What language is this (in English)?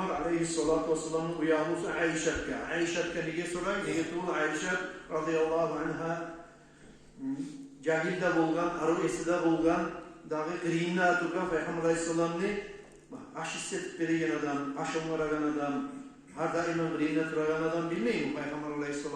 Kumyk